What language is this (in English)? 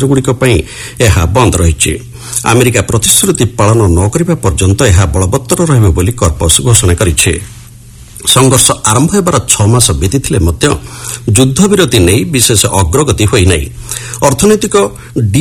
Odia